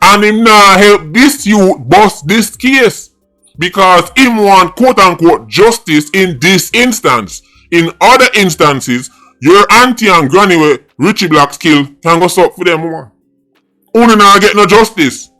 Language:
Jamaican Creole English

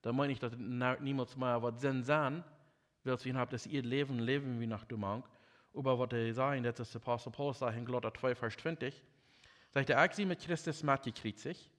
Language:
Plautdietsch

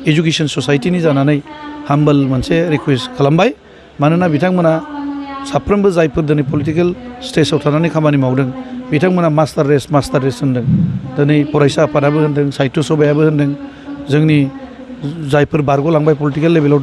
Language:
Bodo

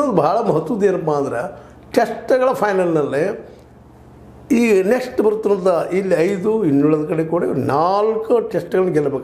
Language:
Kannada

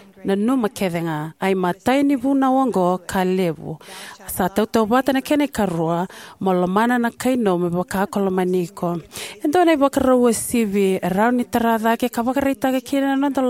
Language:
Fijian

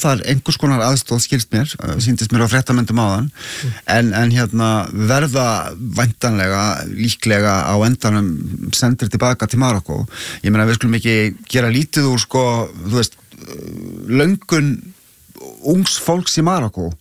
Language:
Icelandic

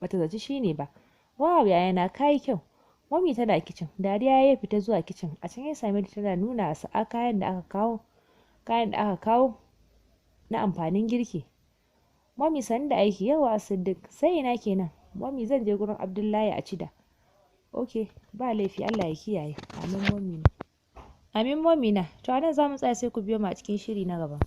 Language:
Hausa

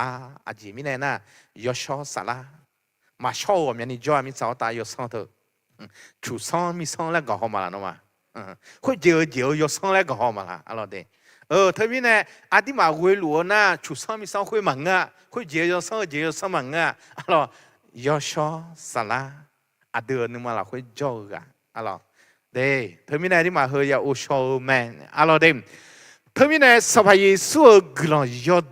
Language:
Akha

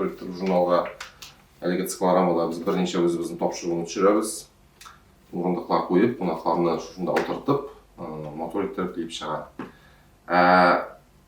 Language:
Tatar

